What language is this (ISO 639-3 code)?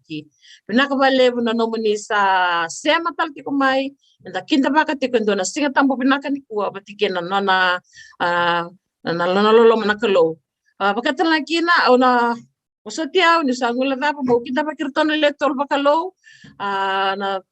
fij